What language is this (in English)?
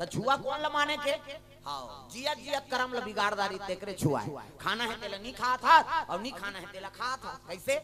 Chhattisgarhi